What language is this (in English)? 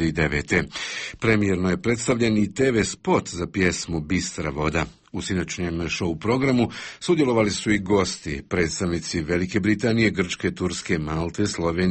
Croatian